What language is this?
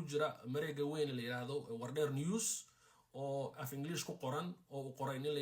Somali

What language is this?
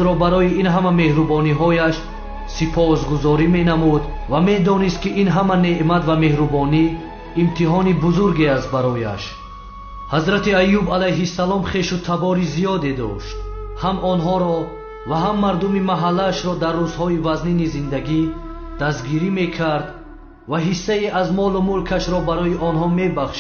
Tajik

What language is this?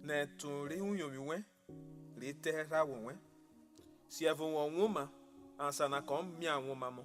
Urhobo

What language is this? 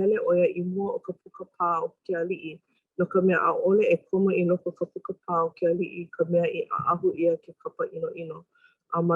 Hawaiian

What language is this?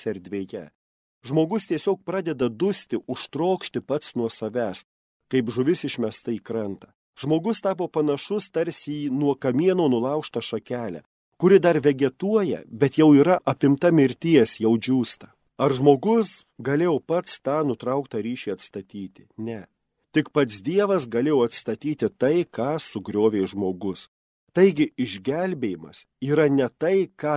Lithuanian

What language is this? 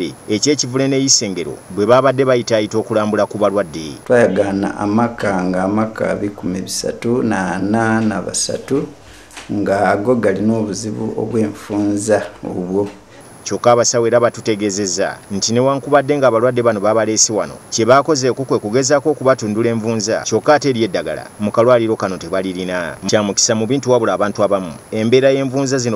Ganda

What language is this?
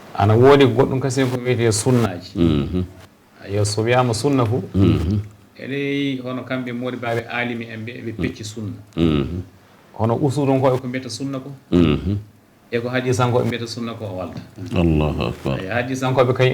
Fula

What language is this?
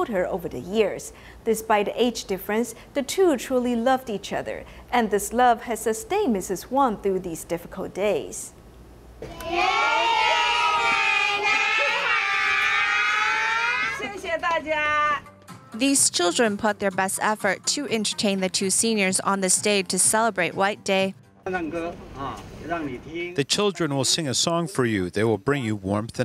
English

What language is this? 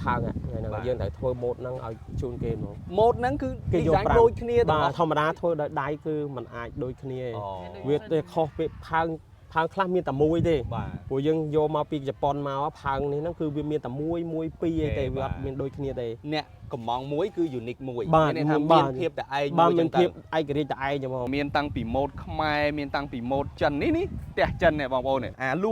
Khmer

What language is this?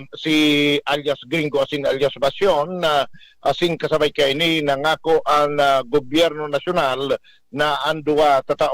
Bikol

